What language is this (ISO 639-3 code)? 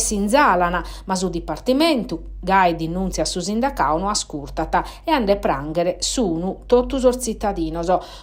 srd